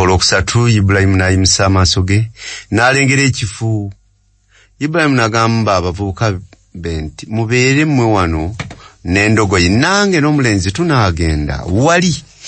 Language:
Ganda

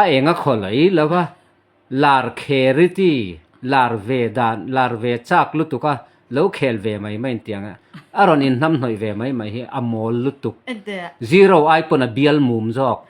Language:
Mizo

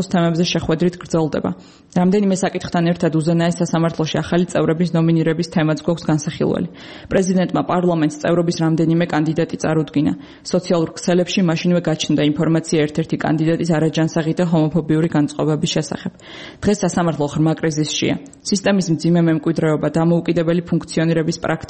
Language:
Georgian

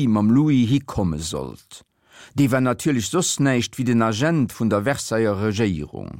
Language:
Luxembourgish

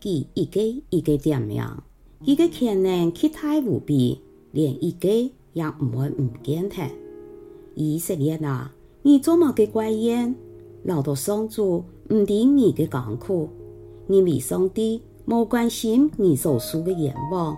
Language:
Hakka Chinese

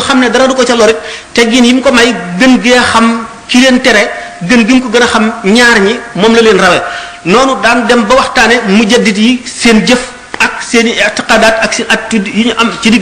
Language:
Wolof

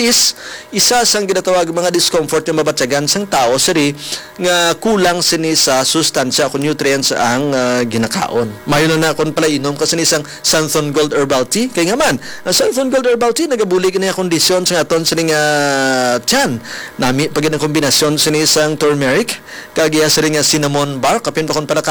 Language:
Hiligaynon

